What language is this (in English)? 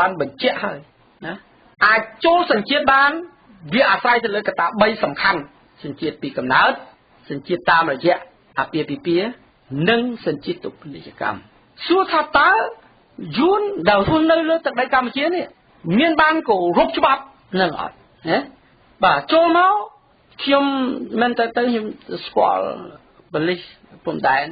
Khmer